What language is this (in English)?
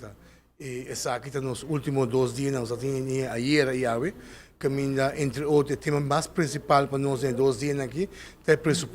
Papiamento